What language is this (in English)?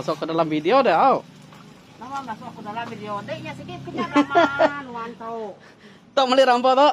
Iban